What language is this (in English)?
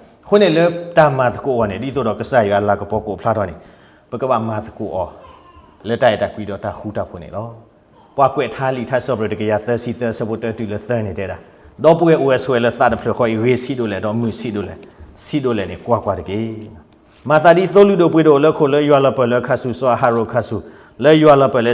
S'gaw Karen